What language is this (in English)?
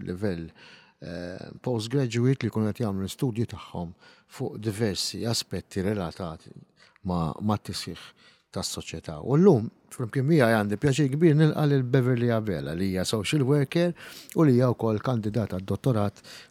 Maltese